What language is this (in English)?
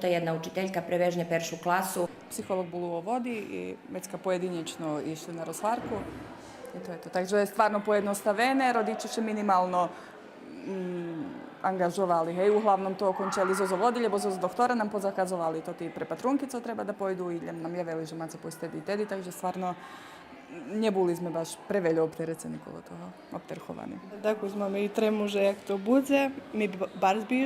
Rusyn